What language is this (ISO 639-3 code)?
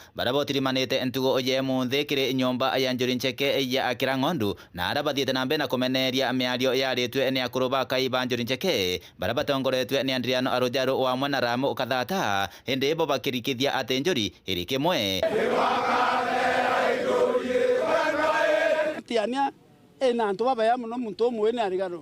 mer